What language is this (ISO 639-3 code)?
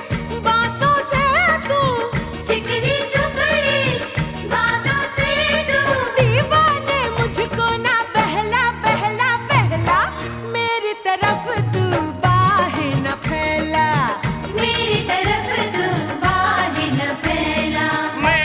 hin